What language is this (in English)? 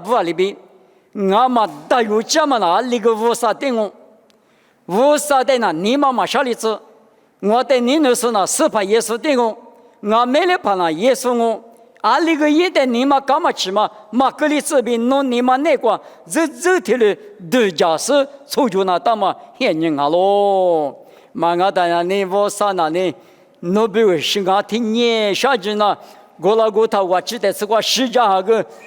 Lisu